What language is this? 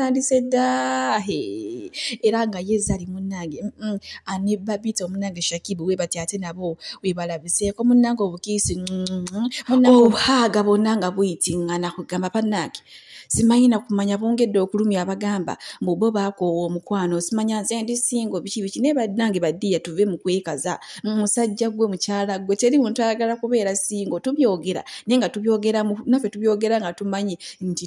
Ganda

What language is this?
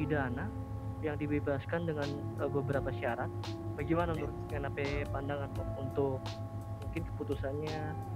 Manado Malay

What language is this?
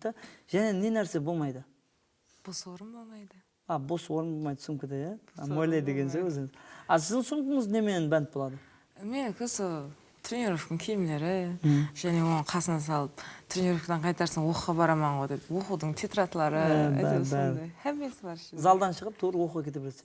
Kara-Kalpak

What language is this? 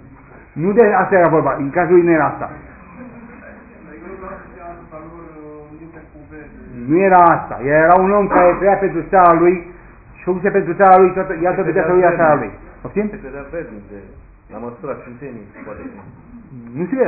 Romanian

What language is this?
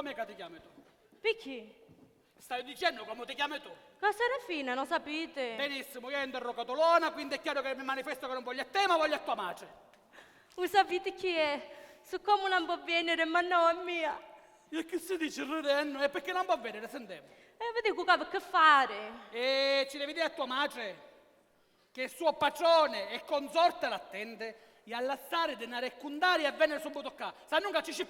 Sicilian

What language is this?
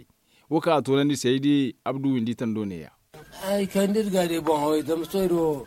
Zarma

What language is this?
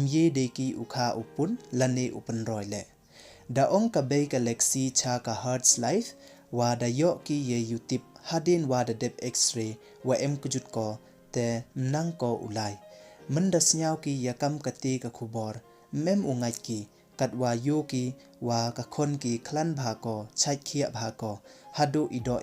Pnar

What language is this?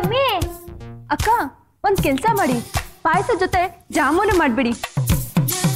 Kannada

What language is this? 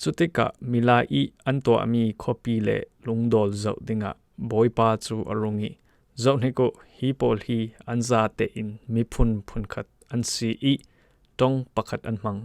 Falam Chin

